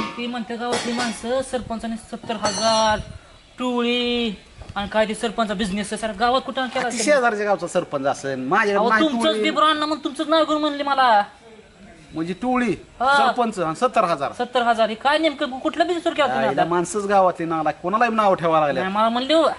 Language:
Marathi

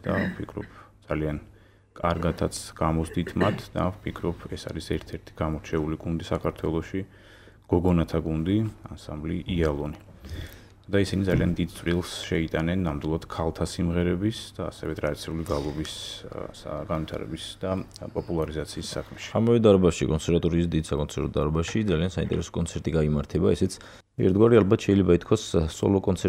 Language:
Georgian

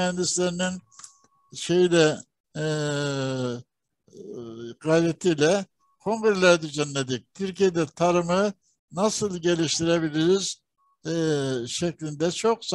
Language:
Turkish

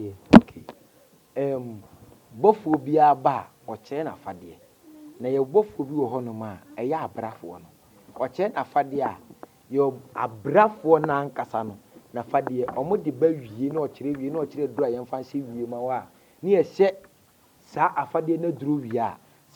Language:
Akan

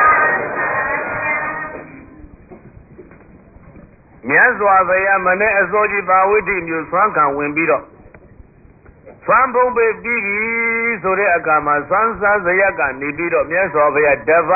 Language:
Burmese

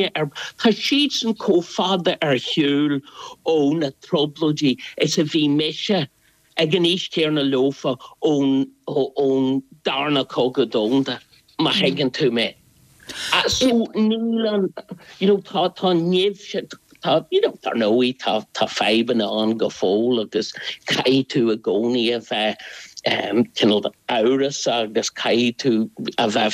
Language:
Irish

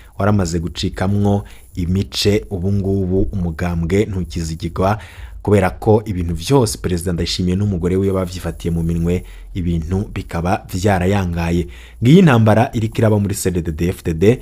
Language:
Rundi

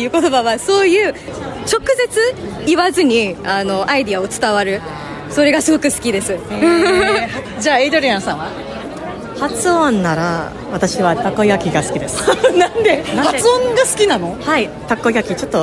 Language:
Japanese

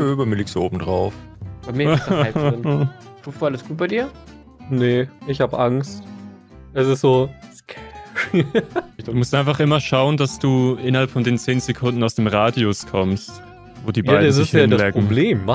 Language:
German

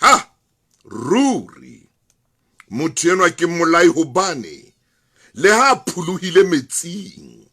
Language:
Southern Sotho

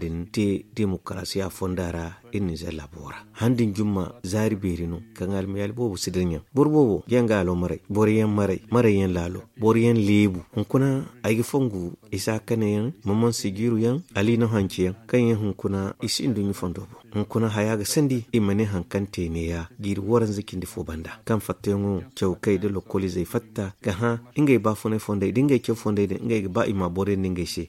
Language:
Zarma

